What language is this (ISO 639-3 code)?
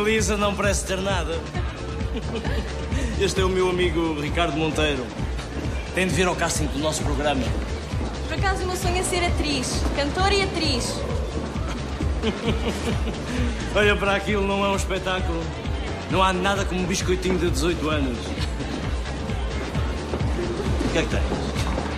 por